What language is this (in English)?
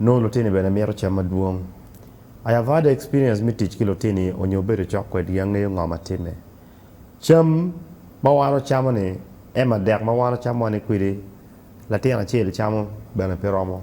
Acoli